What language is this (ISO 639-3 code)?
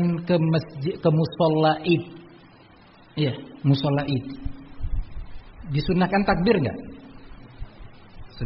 ind